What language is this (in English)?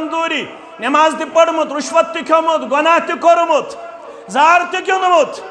Kashmiri